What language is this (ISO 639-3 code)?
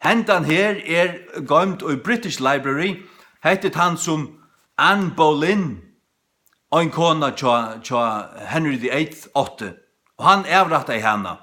fao